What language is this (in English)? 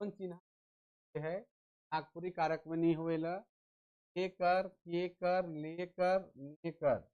Sadri